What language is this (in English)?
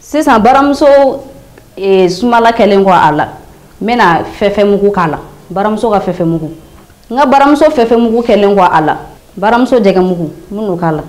Bambara